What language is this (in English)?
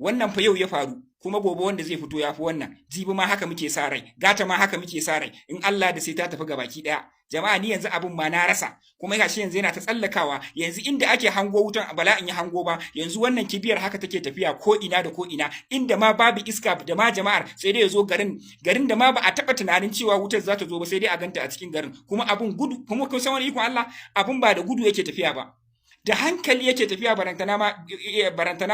Hausa